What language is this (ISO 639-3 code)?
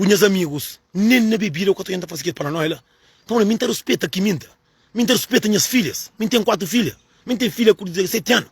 kea